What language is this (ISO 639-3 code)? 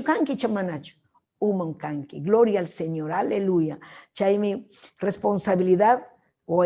quy